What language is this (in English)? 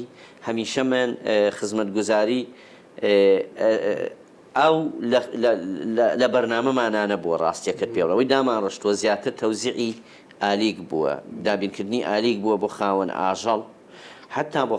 Central Kurdish